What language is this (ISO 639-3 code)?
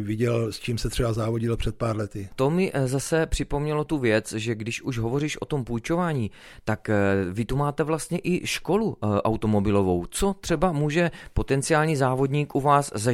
ces